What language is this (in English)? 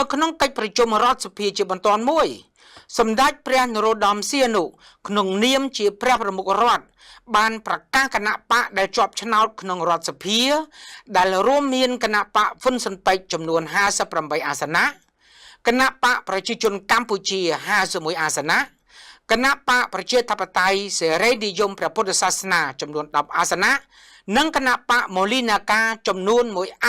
Khmer